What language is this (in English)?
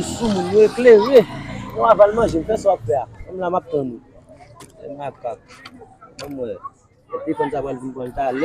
Haitian Creole